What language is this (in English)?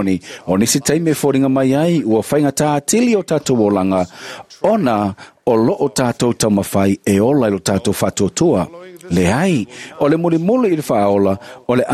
Samoan